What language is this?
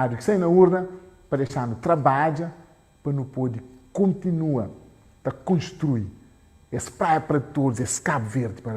Kabuverdianu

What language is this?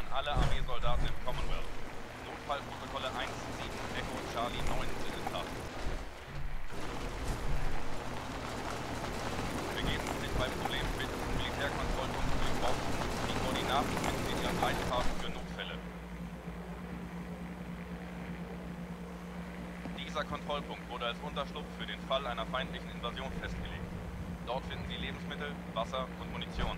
German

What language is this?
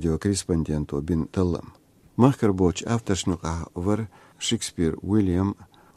Chechen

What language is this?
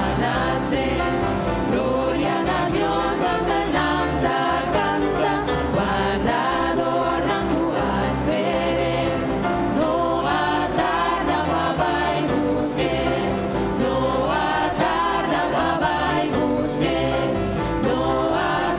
Papiamento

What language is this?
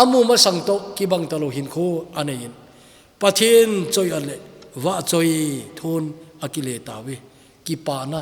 Thado Chin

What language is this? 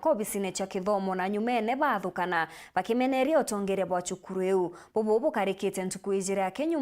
Meru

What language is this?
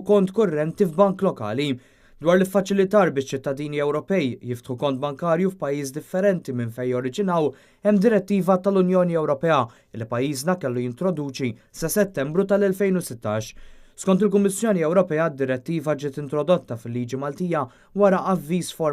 Maltese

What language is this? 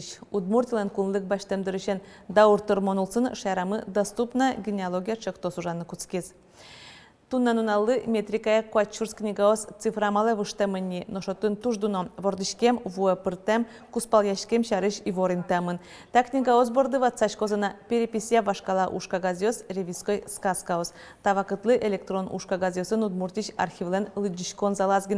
Udmurt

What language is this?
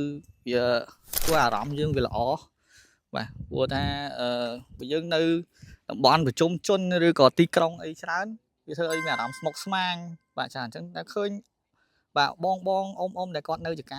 Khmer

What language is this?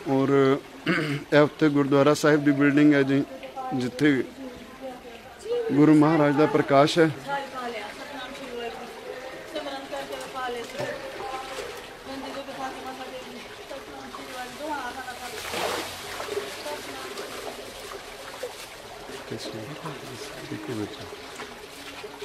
Punjabi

